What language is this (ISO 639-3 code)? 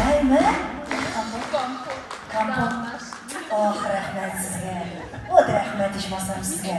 tat